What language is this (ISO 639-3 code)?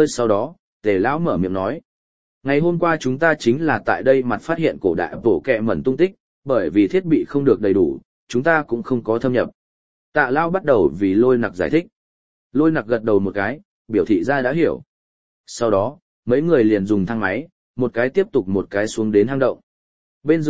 vie